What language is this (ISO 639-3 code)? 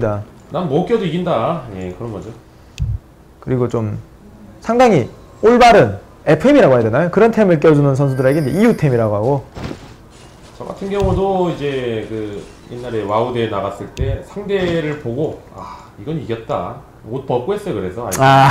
kor